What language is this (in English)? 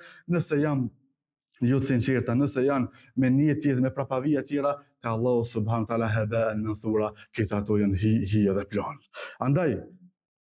Albanian